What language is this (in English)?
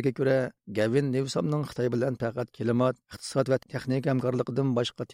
Uyghur